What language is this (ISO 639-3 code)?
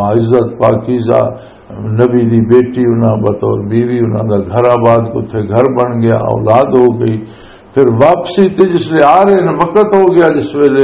lah